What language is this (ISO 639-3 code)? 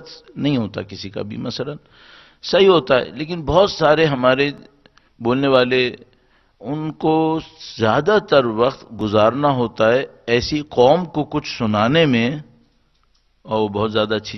urd